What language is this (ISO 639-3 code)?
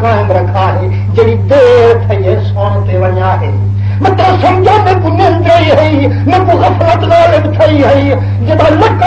skr